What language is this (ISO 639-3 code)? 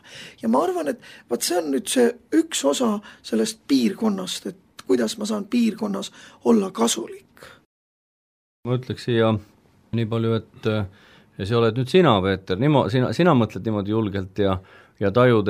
est